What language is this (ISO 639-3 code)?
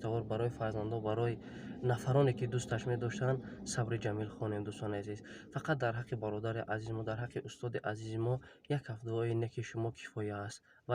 tgk